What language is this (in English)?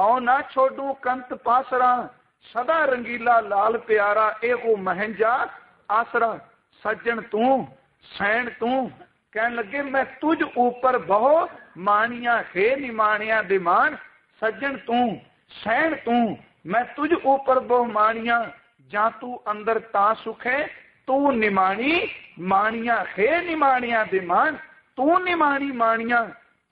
Punjabi